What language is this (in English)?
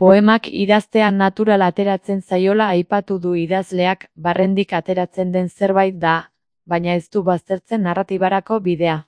Basque